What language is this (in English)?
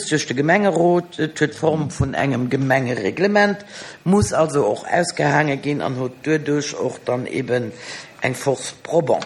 Luxembourgish